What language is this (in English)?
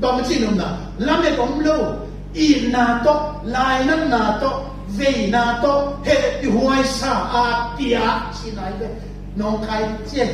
Tedim Chin